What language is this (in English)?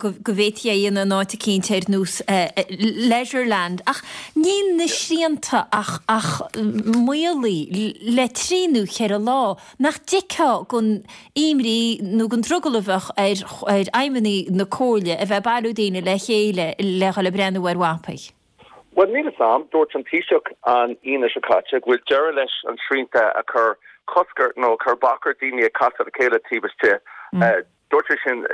Irish